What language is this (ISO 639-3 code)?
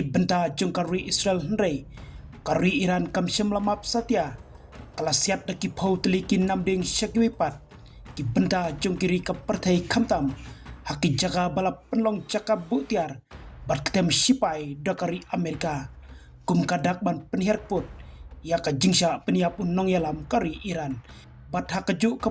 kha